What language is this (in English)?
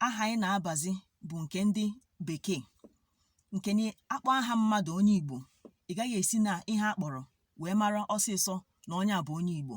Igbo